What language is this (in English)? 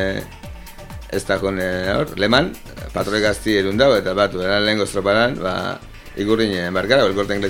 Basque